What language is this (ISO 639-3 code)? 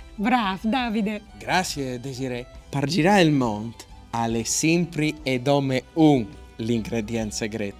fur